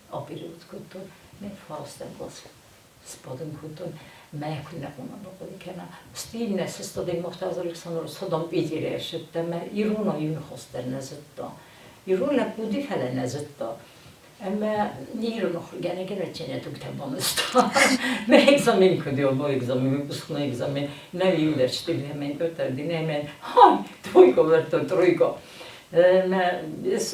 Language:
Ossetic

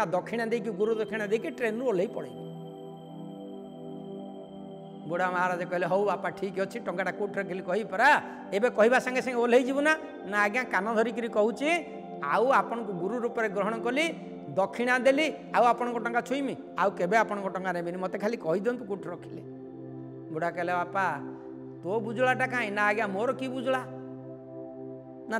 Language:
Odia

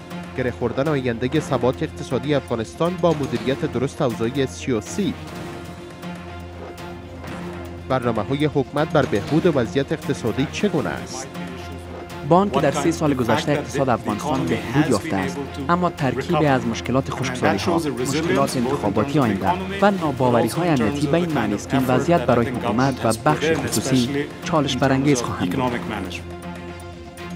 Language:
Persian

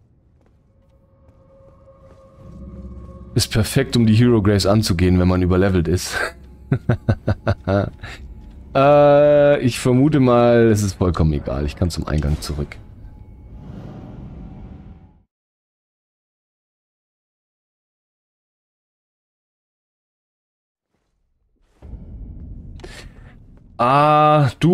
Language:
German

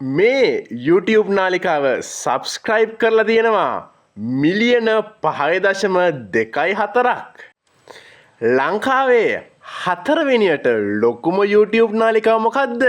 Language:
Sinhala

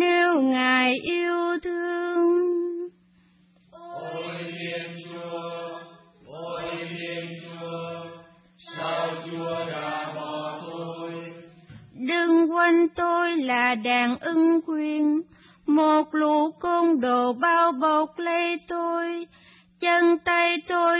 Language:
Vietnamese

